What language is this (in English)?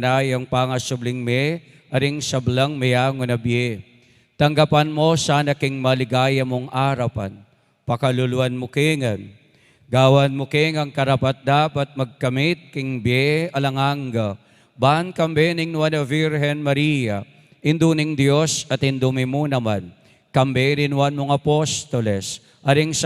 Pampanga